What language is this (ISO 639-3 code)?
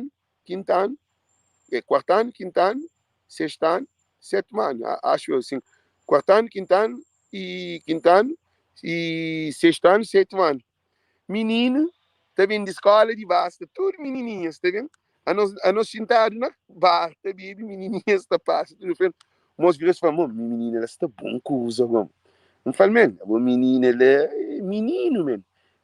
kea